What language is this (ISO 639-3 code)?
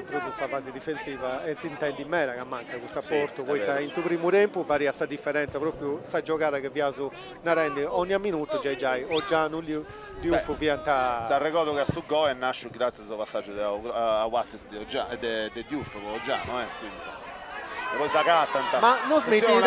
srd